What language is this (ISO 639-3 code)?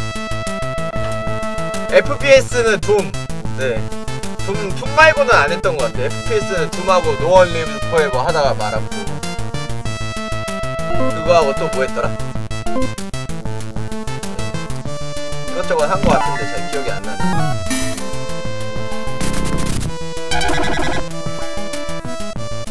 kor